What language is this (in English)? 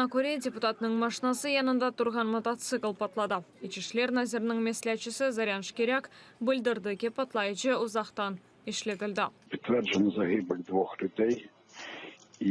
Crimean Tatar